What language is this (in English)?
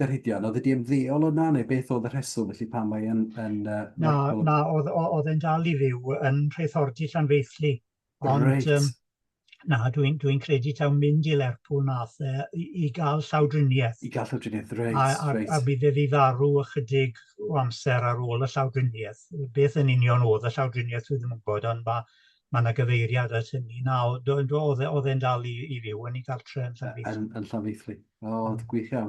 Welsh